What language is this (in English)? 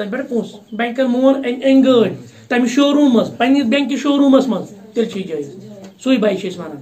Kashmiri